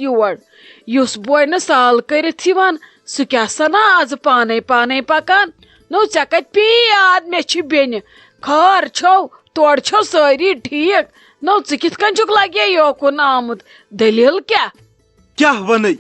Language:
Kashmiri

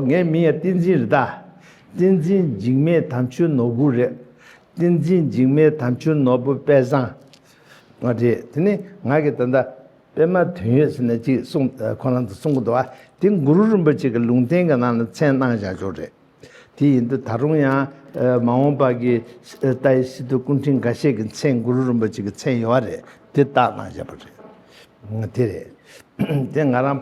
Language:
Tibetan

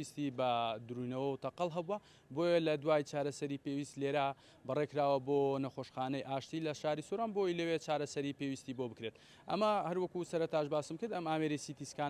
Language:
Central Kurdish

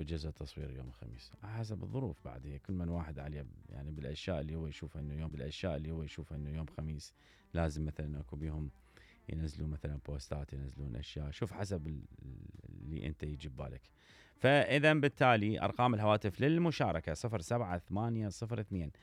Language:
Mesopotamian Arabic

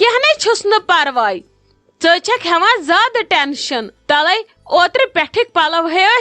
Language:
Kashmiri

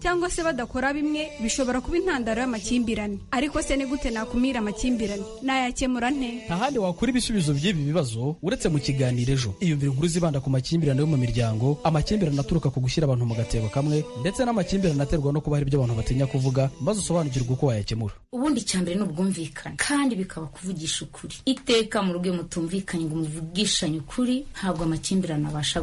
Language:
Kinyarwanda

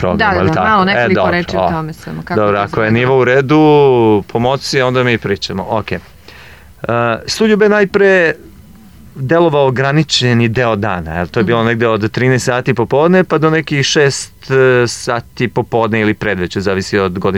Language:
Serbian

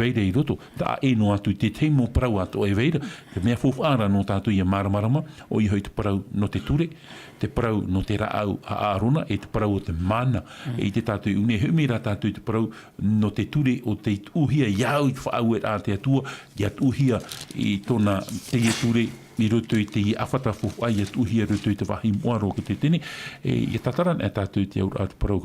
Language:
Tahitian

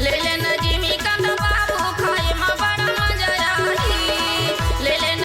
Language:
Chhattisgarhi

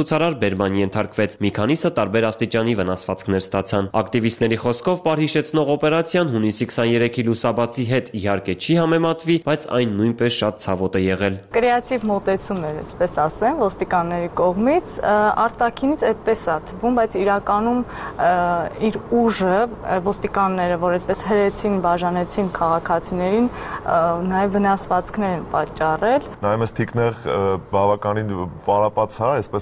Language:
Armenian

